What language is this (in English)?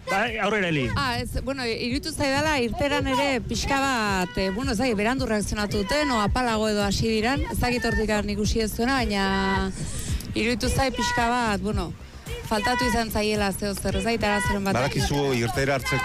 Basque